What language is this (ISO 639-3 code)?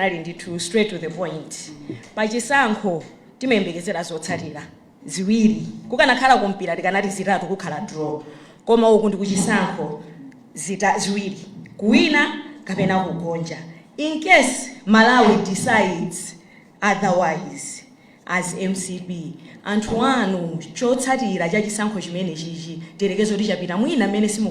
nya